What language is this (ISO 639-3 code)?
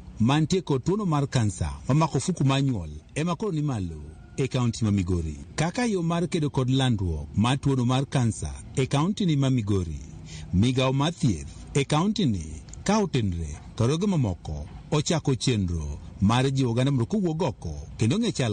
luo